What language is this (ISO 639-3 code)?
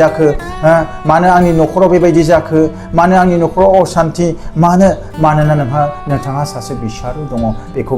brx